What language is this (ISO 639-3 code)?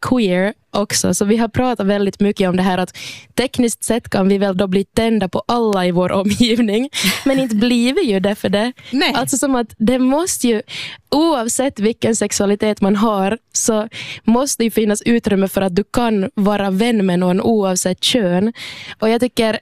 swe